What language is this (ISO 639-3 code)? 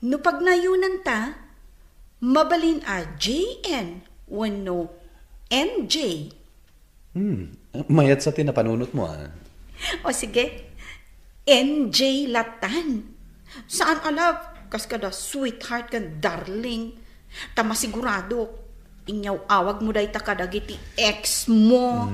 ilo